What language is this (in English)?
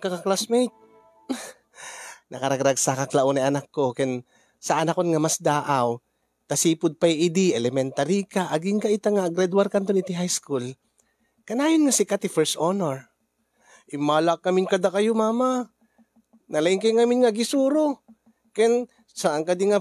Iloko